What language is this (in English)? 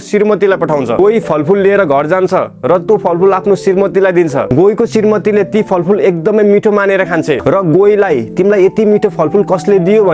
Nepali